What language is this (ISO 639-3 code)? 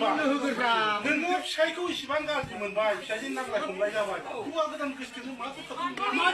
brx